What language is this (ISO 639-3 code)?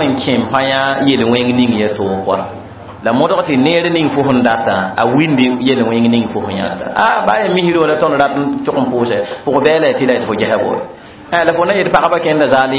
mos